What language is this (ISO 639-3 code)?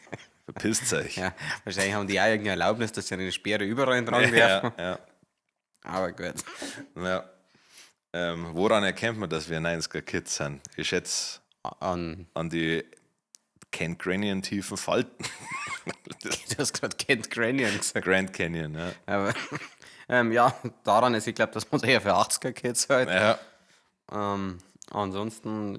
bar